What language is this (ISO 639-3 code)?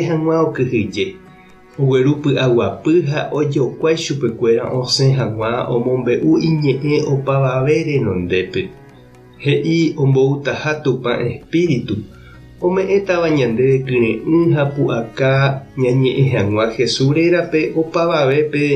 grn